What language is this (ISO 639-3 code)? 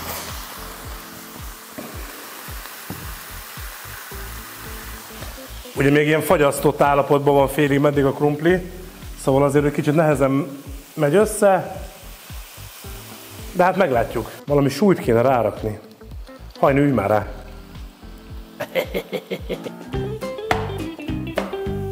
hun